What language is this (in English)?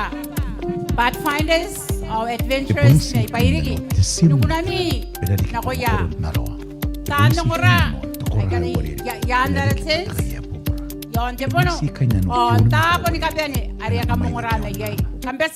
Gilbertese